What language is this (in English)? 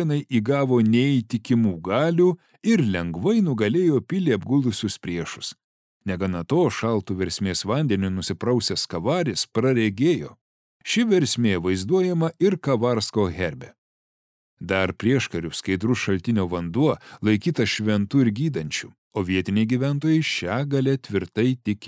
Lithuanian